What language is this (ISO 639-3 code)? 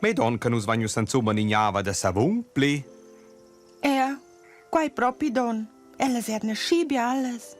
roh